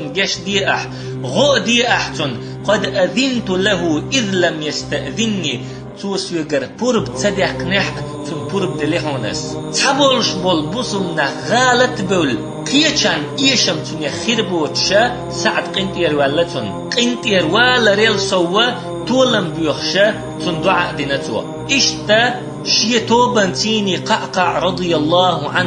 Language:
Chechen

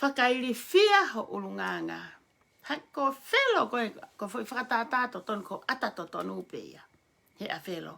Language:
Tongan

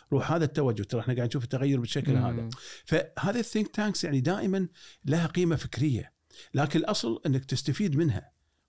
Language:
Gulf Arabic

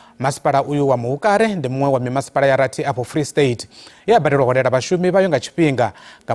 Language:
Venda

